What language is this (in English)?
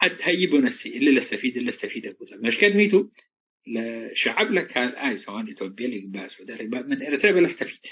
Tigre